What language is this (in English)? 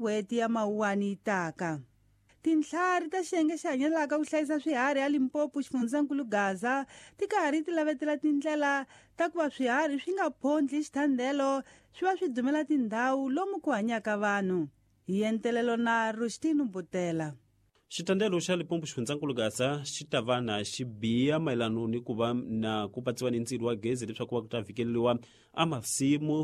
Tsonga